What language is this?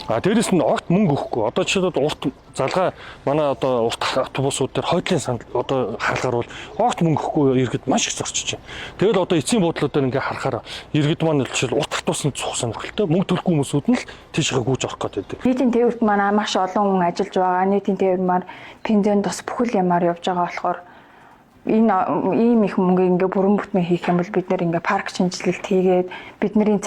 Mongolian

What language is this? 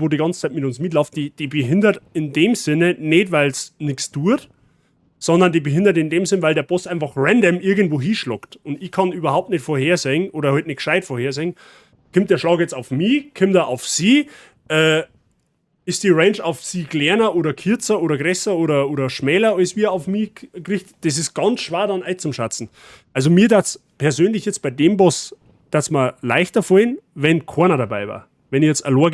Bavarian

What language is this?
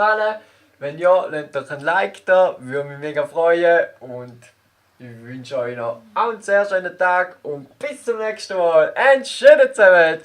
Swiss German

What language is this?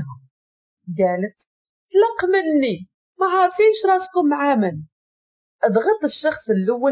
Moroccan Arabic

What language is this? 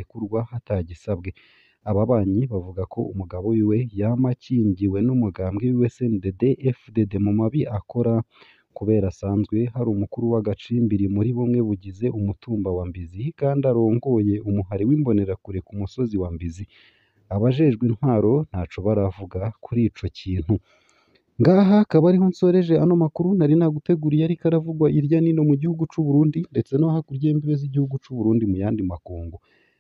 Rundi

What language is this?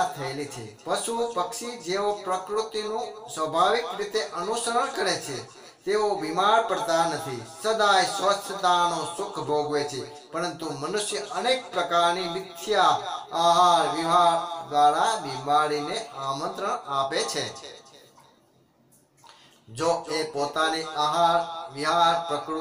Gujarati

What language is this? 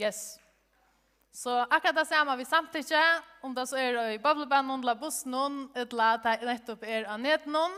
Faroese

